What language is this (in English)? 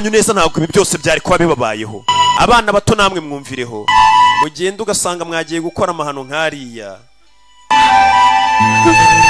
Kinyarwanda